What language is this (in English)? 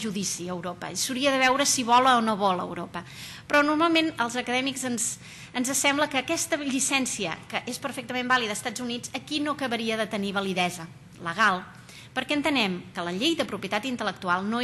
Catalan